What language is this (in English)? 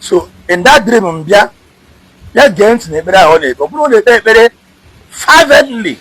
Igbo